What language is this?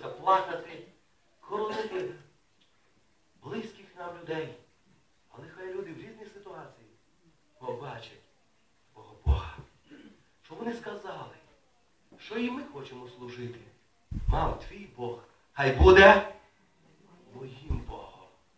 Ukrainian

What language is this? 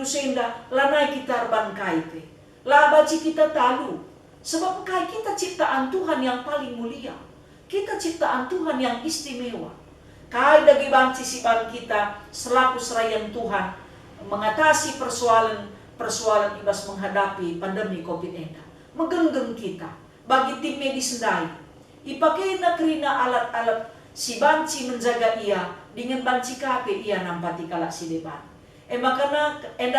Batak Karo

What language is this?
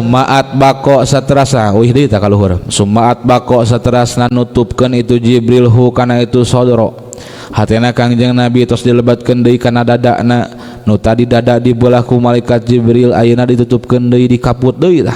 Sundanese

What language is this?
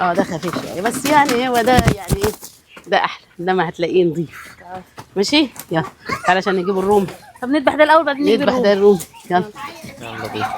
Egyptian Arabic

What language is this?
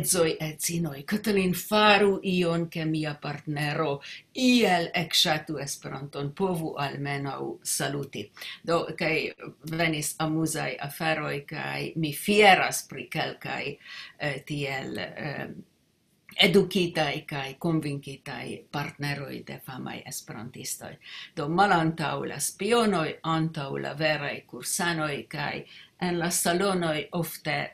Esperanto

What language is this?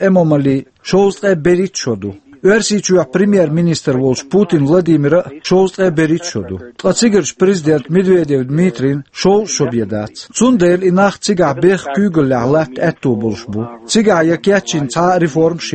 Chechen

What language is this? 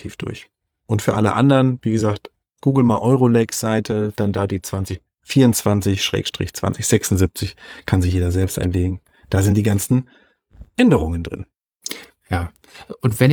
German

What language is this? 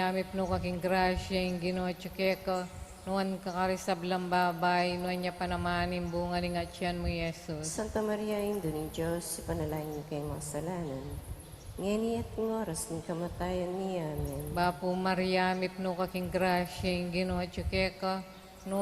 Pampanga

